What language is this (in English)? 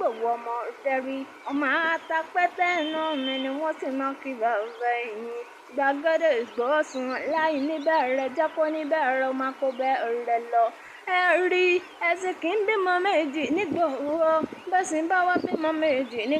Yoruba